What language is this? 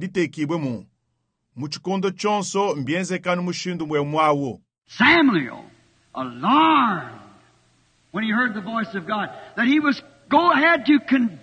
Luba-Lulua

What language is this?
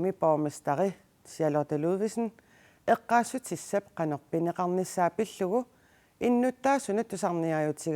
Kalaallisut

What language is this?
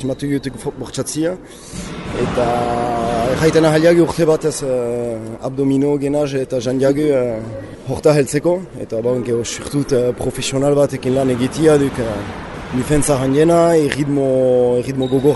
Basque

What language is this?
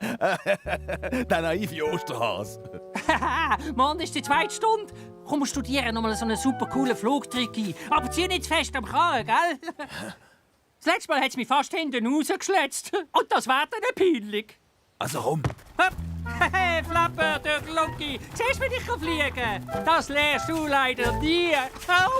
Swiss German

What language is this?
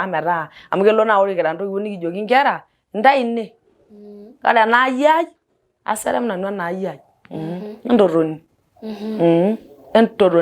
Masai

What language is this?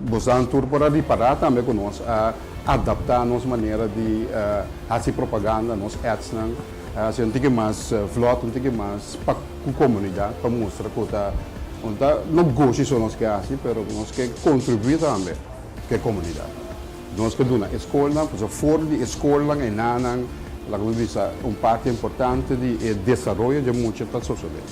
Papiamento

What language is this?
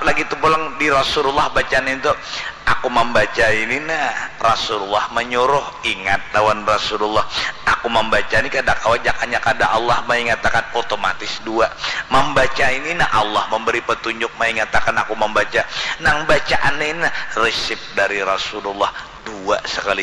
Banjar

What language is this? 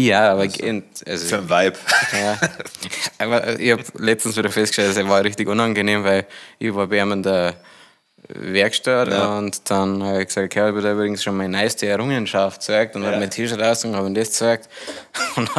Bavarian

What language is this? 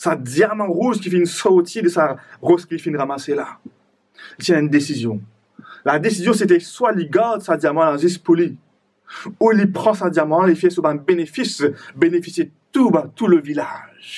Morisyen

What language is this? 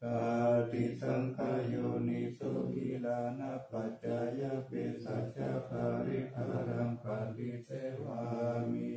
Pali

